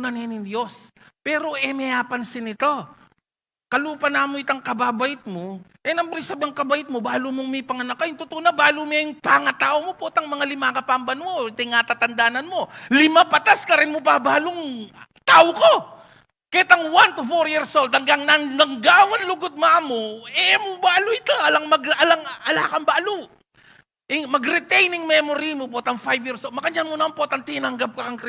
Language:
Pampanga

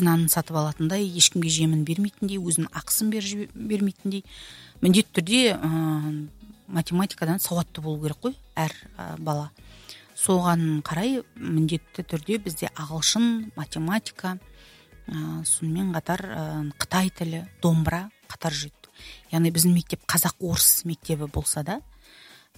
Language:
Kazakh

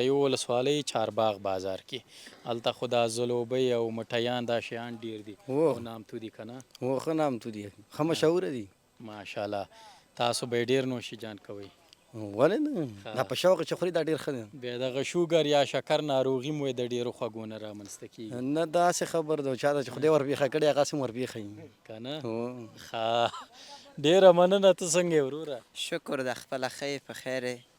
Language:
Pashto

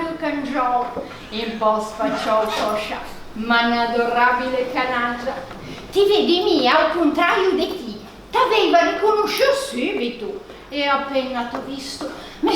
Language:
Ligurian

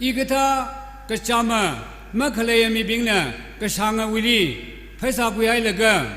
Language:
Tangkhul Naga (India)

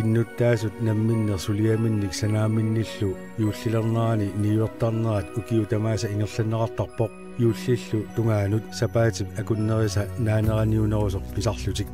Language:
Kalaallisut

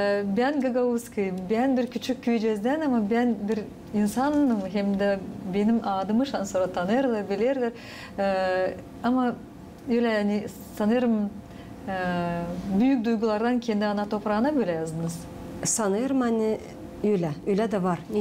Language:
Gagauz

